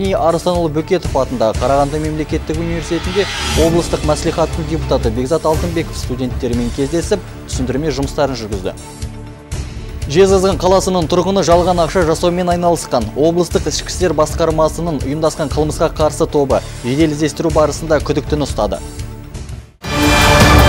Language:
Kazakh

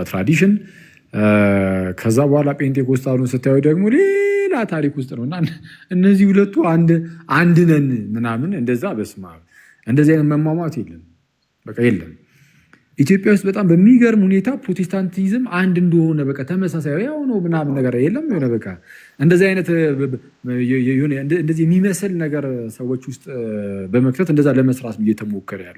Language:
Amharic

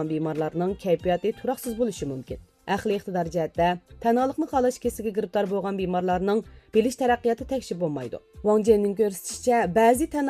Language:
Uyghur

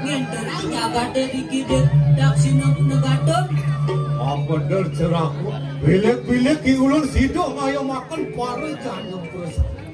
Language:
Balinese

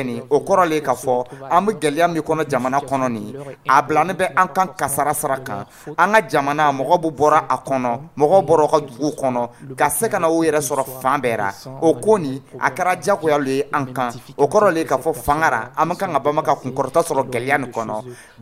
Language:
Dyula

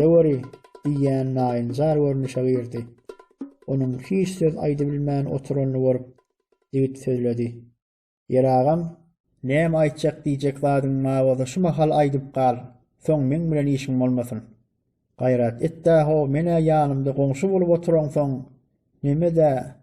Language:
Turkmen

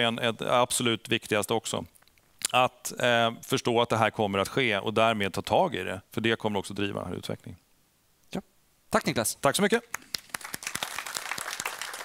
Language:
Swedish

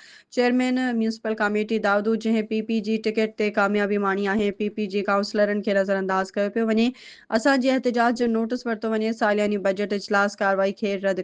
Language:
Sindhi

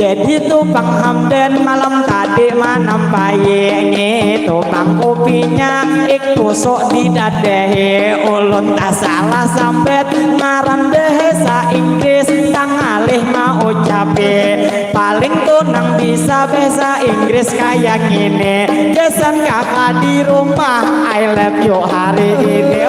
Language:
Banjar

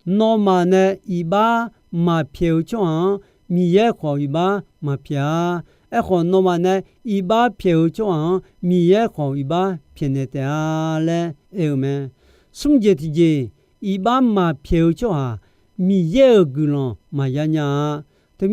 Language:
Akha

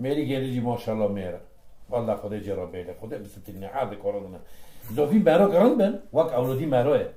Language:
Kurdish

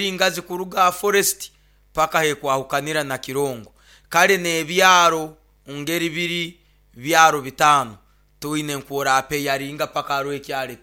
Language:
Nyoro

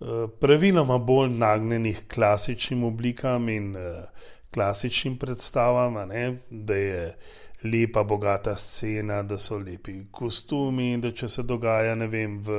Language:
Slovenian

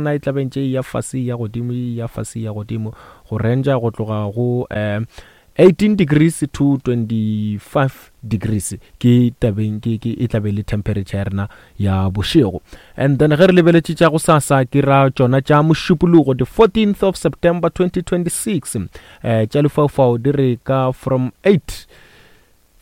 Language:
Northern Sotho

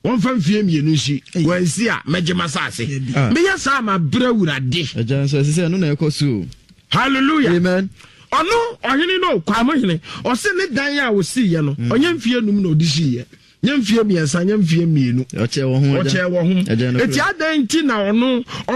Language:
Akan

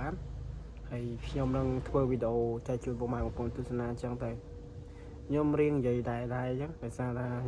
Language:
Khmer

